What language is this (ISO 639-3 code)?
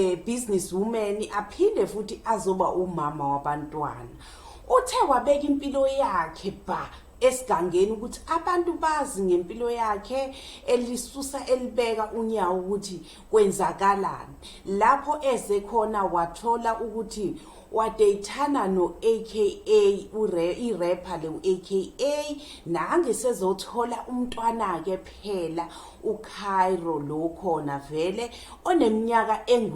zul